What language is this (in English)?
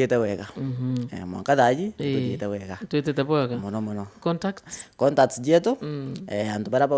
Meru